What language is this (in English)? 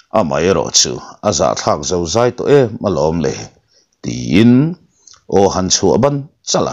Mizo